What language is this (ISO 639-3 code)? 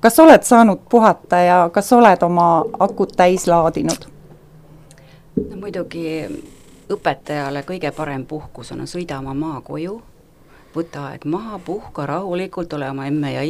est